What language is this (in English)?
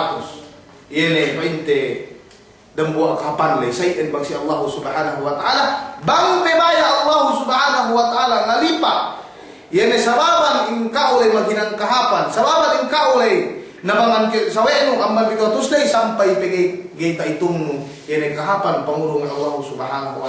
Yakan